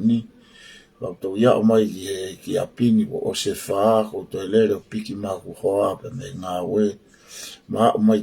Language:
Tongan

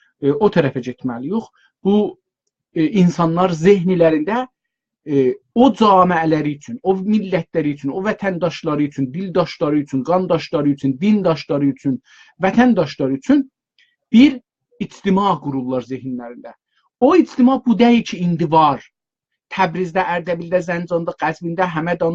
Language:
South Azerbaijani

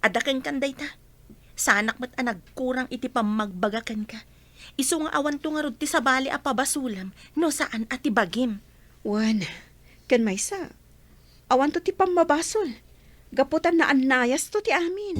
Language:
Iloko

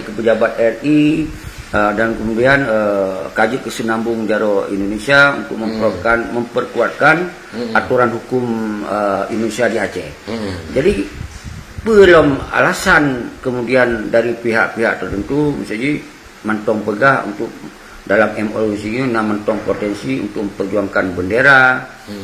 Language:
Achinese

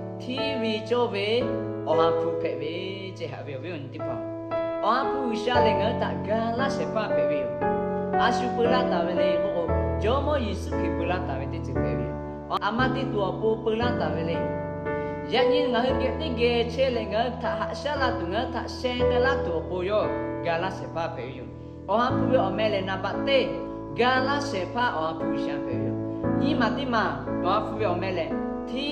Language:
Lahu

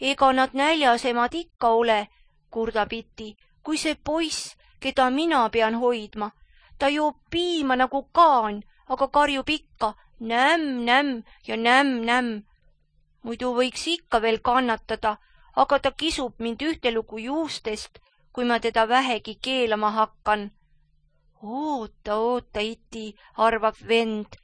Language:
Estonian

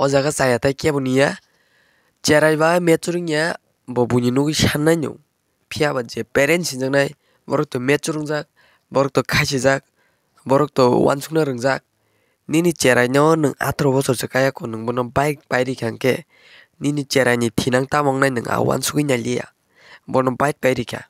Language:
Kok Borok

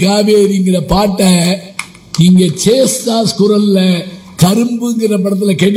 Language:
Tamil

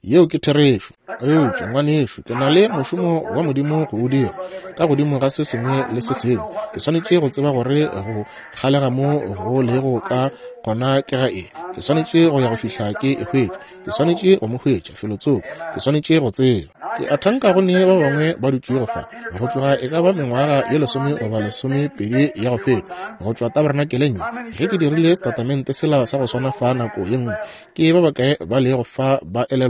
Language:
Northern Sotho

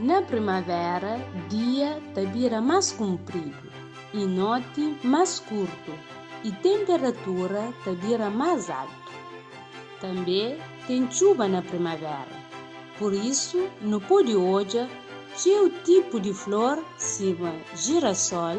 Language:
Kabuverdianu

